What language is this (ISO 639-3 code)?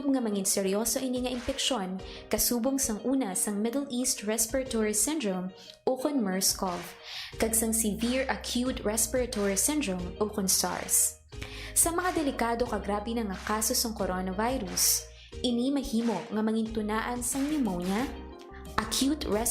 hil